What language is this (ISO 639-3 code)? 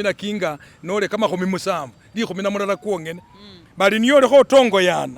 myx